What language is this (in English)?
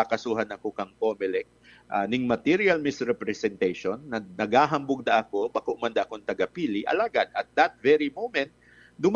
Bikol